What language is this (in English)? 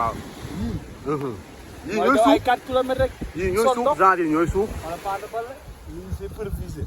Wolof